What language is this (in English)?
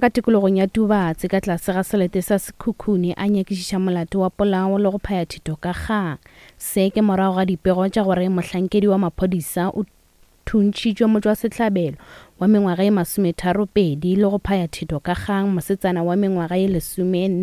Northern Sotho